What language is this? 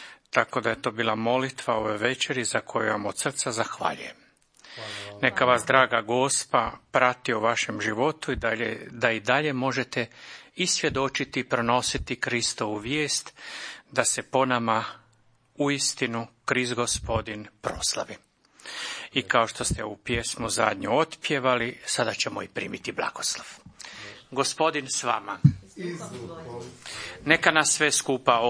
Croatian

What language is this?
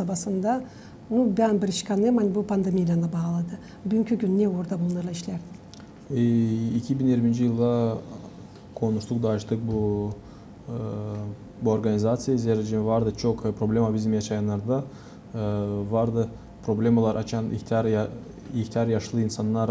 Gagauz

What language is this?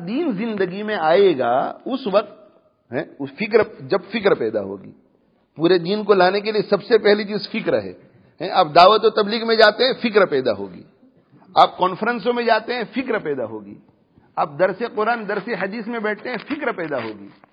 Urdu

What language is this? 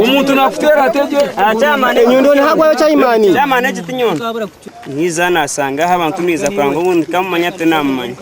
Nyankole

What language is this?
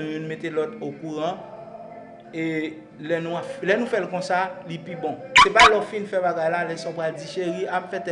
Haitian Creole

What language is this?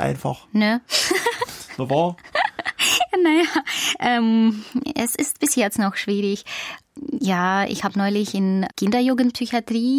German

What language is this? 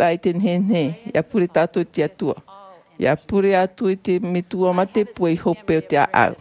Tahitian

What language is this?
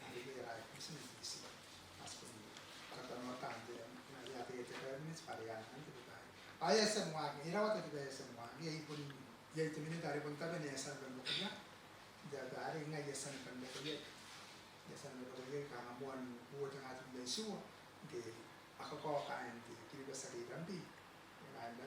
Gilbertese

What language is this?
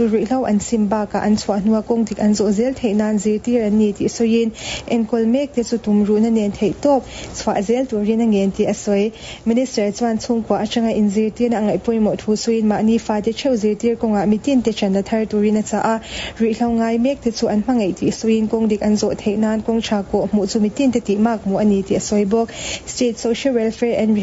Mizo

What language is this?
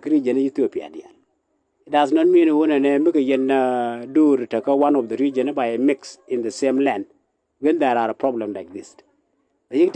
Nuer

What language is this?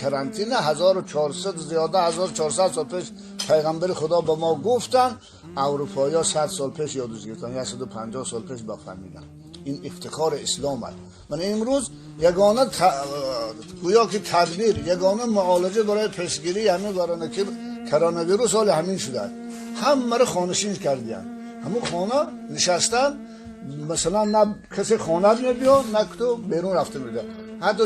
Tajik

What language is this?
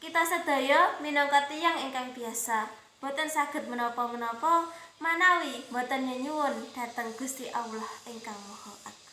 Javanese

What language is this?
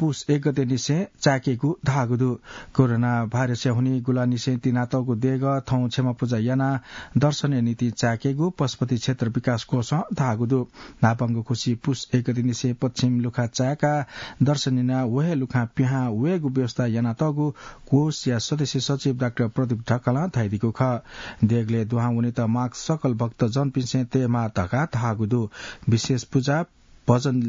Newari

